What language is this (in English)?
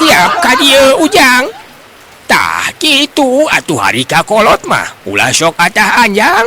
Sundanese